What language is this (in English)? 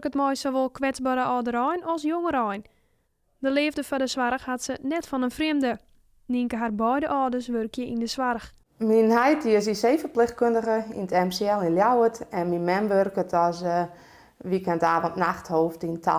Western Frisian